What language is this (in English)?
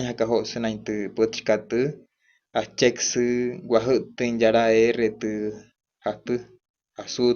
Wayuu